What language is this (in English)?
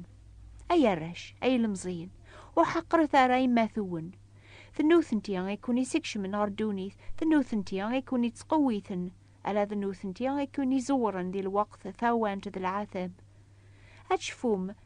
Kabyle